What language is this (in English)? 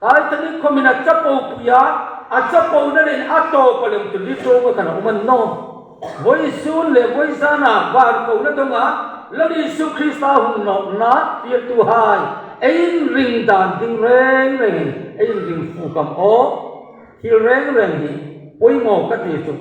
Hmar